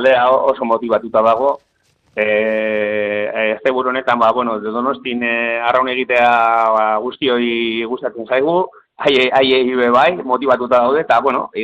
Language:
Basque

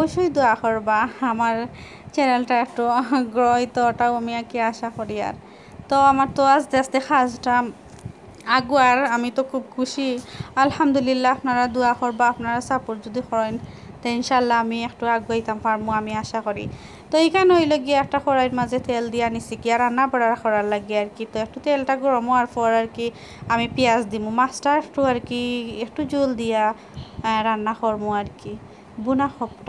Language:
Sylheti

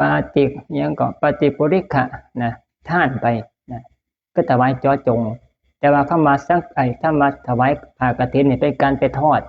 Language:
Lao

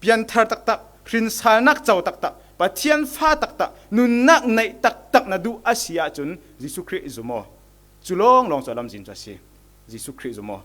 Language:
Falam Chin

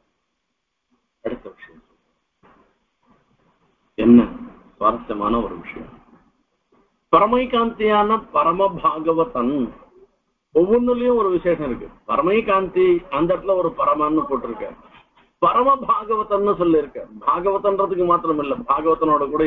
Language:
Tamil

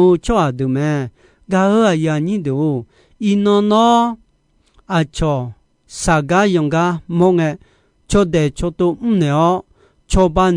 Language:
Akha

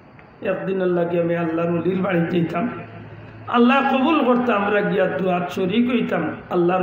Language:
Sylheti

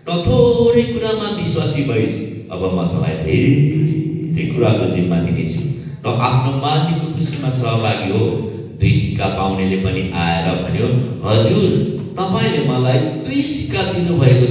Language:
Nepali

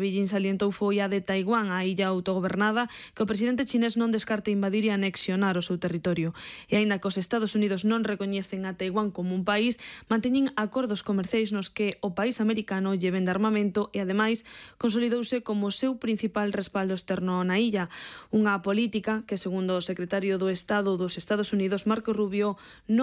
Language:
Galician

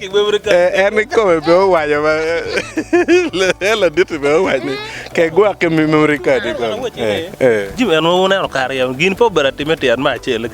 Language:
Acoli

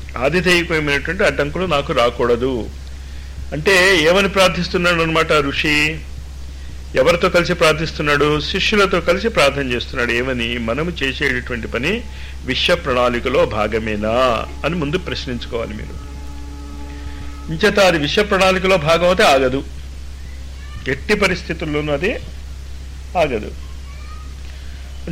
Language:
Telugu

